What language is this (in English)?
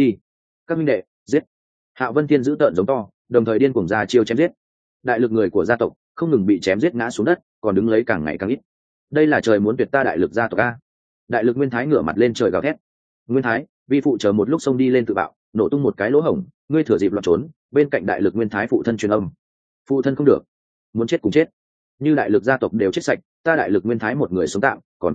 Vietnamese